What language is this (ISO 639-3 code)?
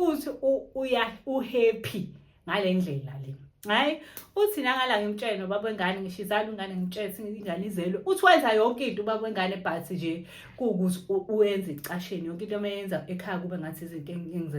zul